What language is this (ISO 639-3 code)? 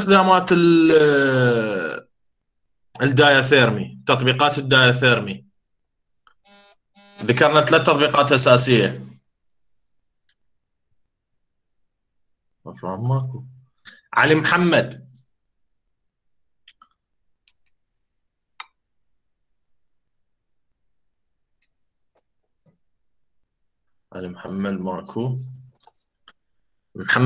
acm